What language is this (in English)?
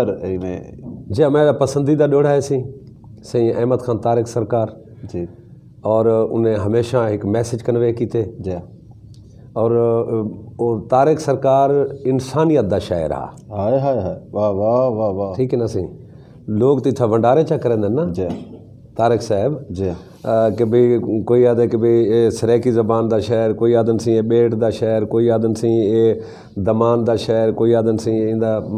Saraiki